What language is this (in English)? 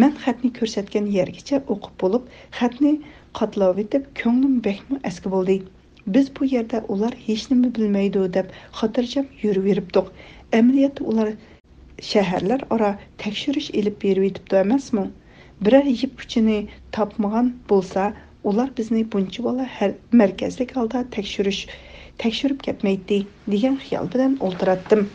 Uyghur